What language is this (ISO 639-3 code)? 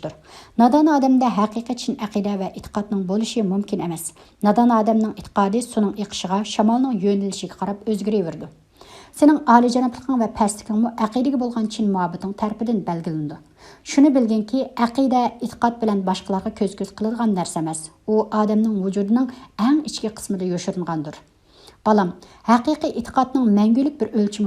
uig